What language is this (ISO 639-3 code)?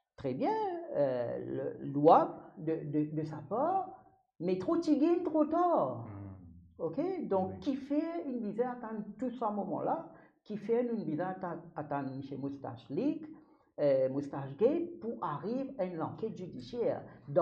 mfe